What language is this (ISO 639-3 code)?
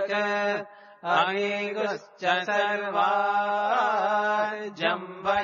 san